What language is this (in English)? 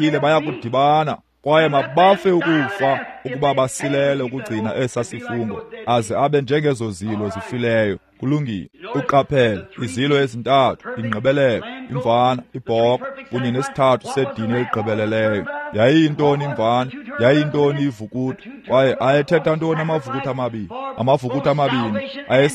Xhosa